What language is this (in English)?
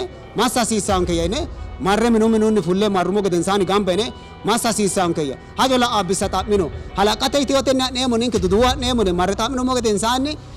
Sidamo